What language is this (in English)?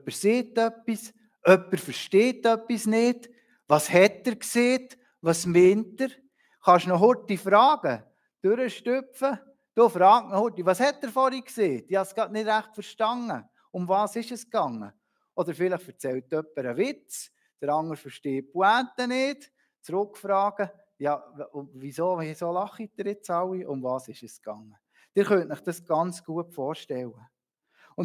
Swiss German